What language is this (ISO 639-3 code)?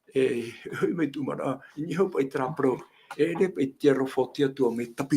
tah